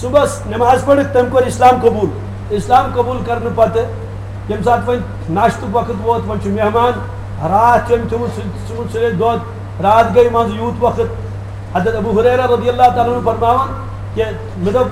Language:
Kashmiri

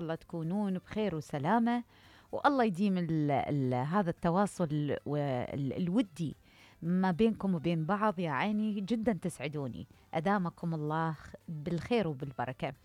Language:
Mesopotamian Arabic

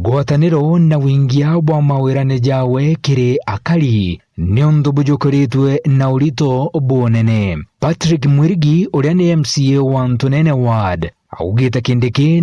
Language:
Meru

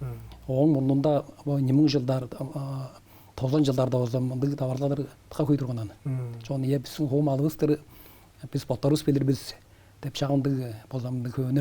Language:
Tuvinian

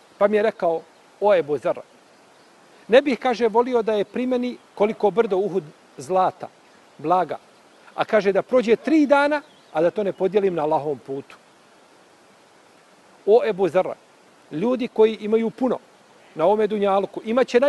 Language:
Bosnian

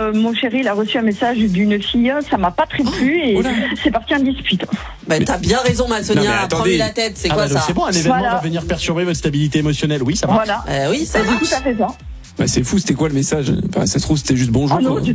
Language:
French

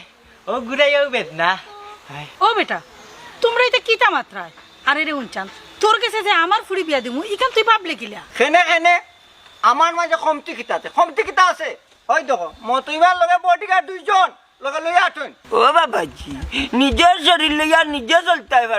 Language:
Sylheti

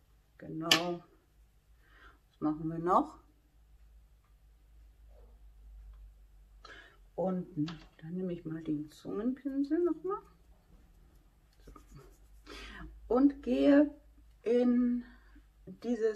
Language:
German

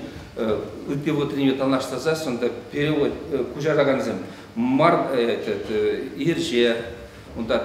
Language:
Chuvash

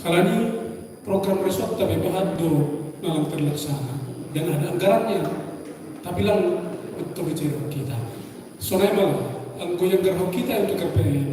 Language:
Batak Simalungun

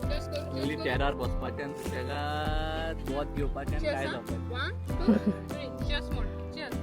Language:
Konkani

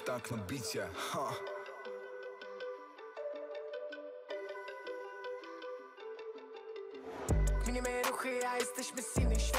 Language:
Polish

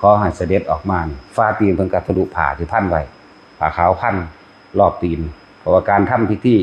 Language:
Northeastern Thai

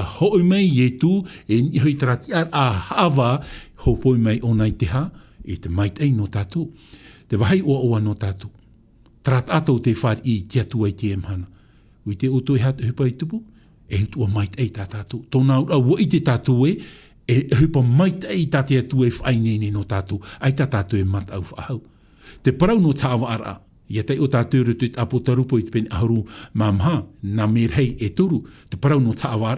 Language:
Tahitian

